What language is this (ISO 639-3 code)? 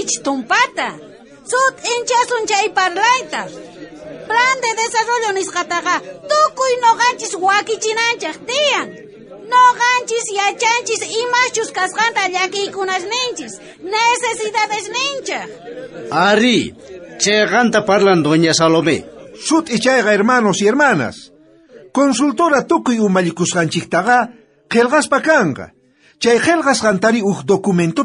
quh